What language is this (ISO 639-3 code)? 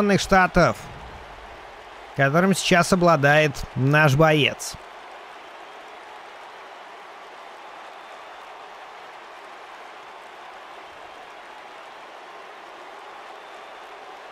rus